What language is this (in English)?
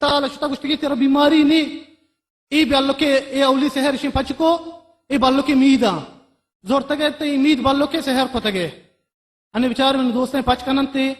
Baluchi